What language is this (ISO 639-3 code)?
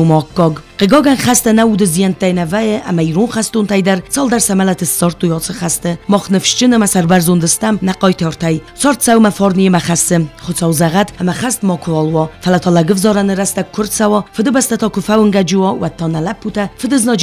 oss